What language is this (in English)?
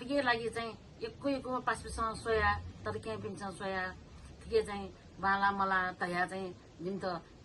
Nepali